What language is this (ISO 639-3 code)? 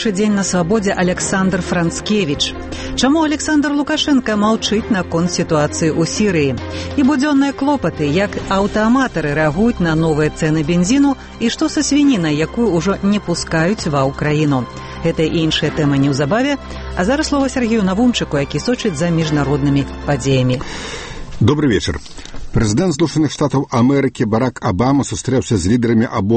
bel